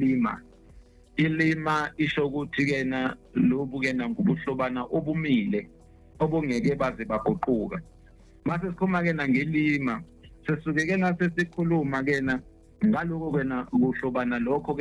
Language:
Zulu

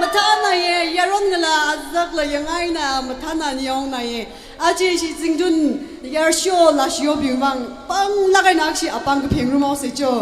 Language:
Tangkhul Naga (India)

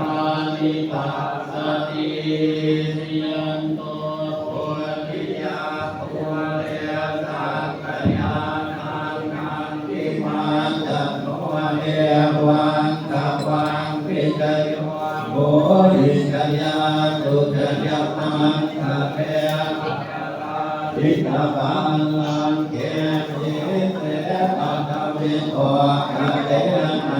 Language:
Pali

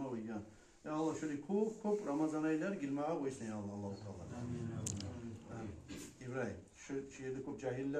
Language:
Kumyk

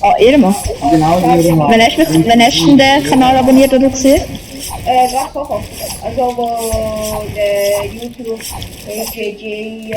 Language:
Swiss German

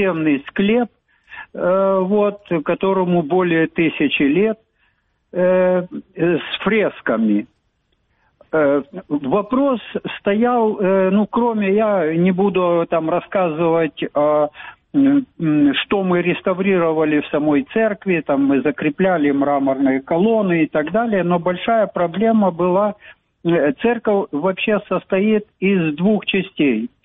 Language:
Russian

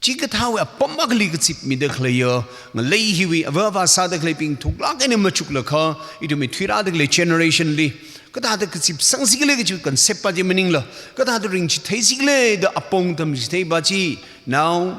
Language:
Tangkhul Naga (India)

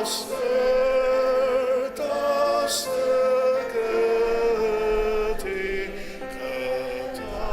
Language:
Ao Naga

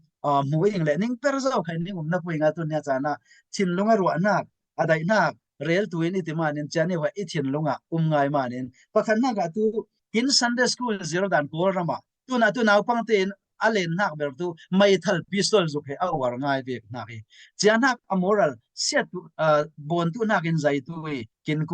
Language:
Falam Chin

